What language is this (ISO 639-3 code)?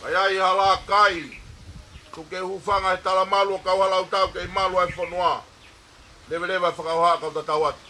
ton